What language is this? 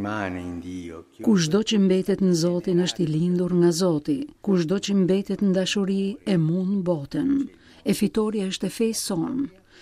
Albanian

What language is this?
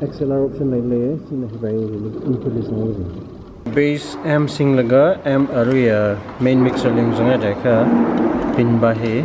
Tangkhul Naga (India)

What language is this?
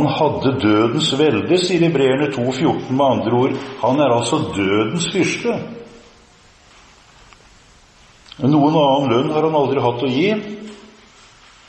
Norwegian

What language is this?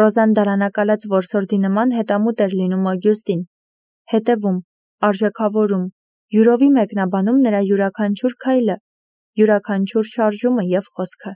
Armenian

